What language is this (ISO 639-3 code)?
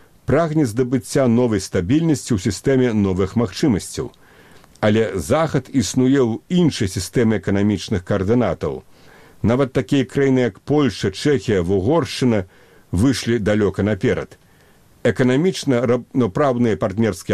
bel